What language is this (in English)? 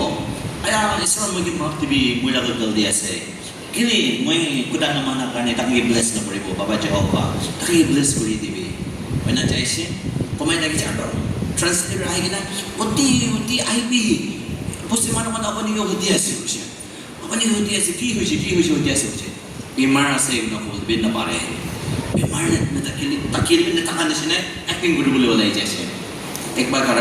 Naga Pidgin